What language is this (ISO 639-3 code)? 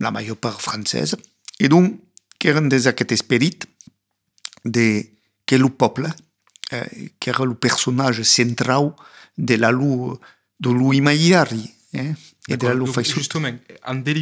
oci